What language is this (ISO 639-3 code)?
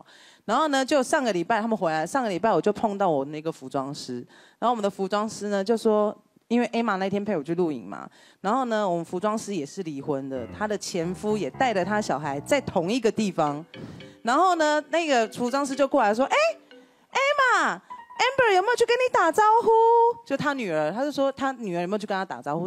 zho